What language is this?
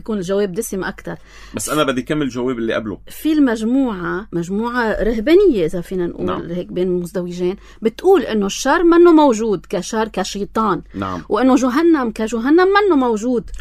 North Levantine Arabic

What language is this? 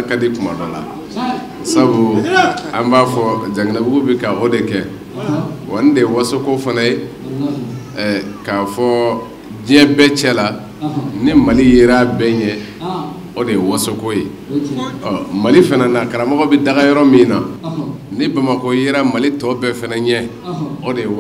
Bambara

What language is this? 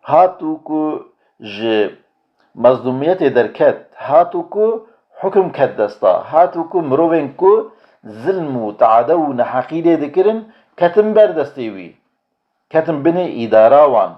Kurdish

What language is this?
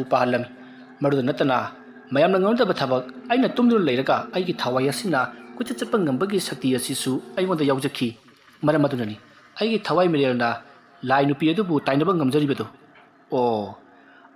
Manipuri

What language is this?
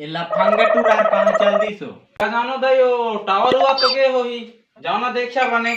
Chhattisgarhi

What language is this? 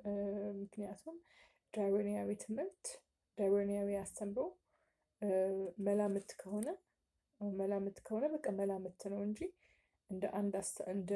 Amharic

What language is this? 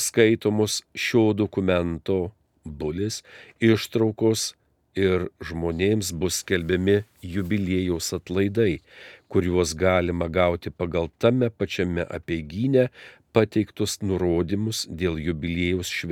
Lithuanian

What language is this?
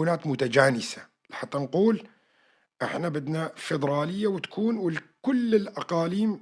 North Levantine Arabic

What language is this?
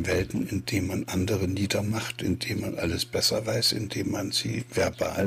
German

